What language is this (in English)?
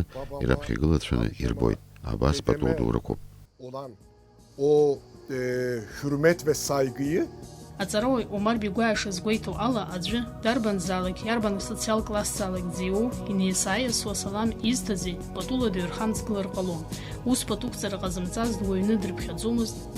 Abkhazian